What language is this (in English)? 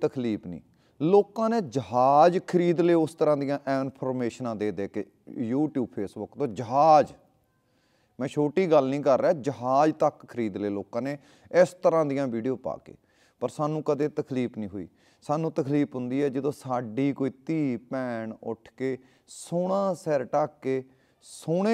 Punjabi